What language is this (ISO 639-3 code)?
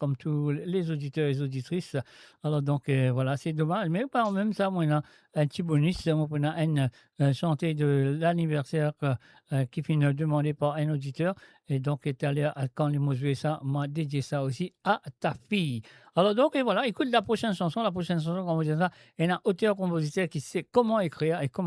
mfe